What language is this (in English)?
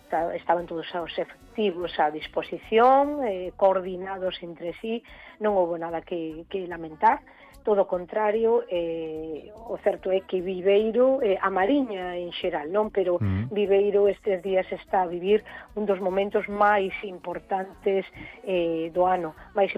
Galician